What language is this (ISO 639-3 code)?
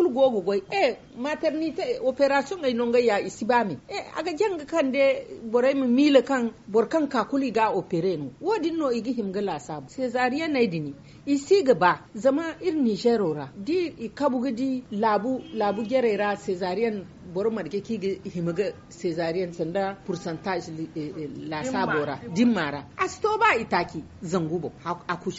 dje